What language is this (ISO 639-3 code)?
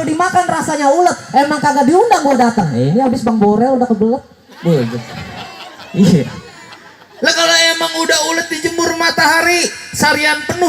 bew